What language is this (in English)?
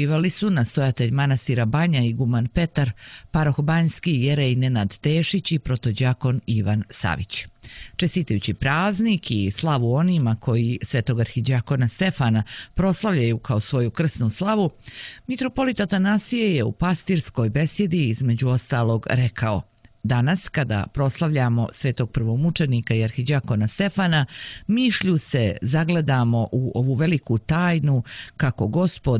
Serbian